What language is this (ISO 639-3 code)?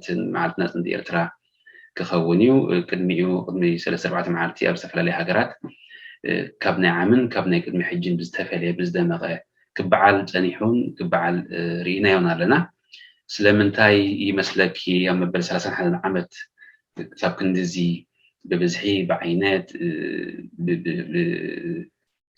tir